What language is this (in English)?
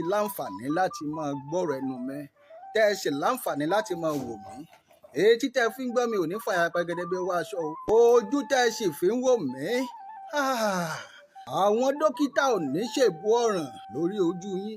Yoruba